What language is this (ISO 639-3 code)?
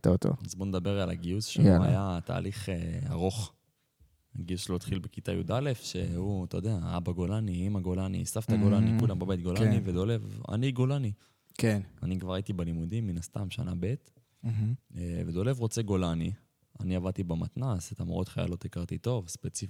heb